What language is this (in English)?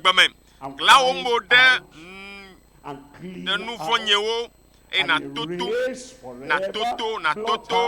Ewe